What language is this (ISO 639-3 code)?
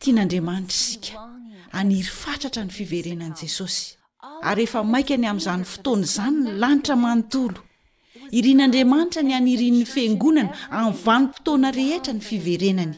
mlg